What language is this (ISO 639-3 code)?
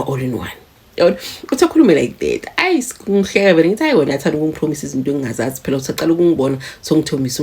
zul